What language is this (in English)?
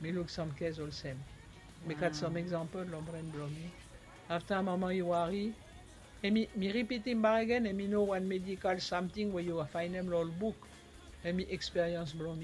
Bislama